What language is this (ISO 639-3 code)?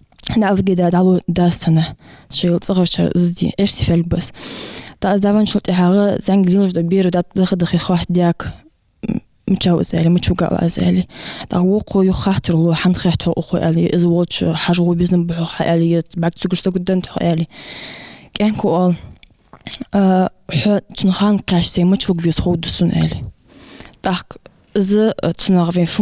inh